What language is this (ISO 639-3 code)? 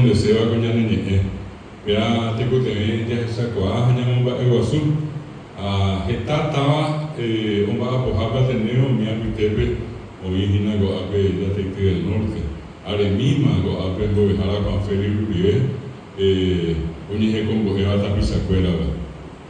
grn